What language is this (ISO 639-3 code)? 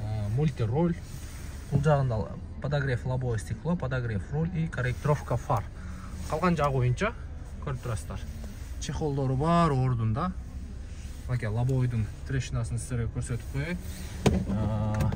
kir